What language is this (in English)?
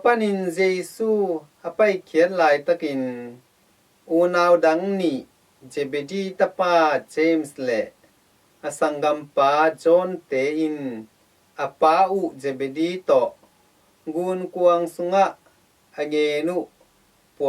Tedim Chin